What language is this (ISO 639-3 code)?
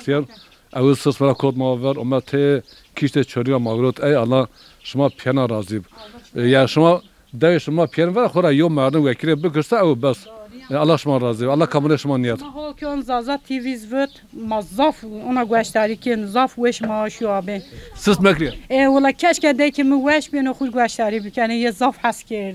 zza